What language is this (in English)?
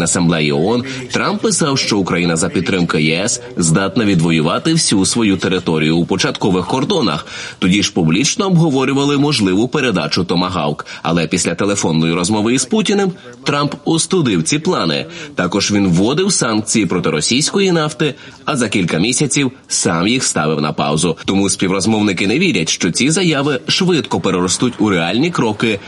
Ukrainian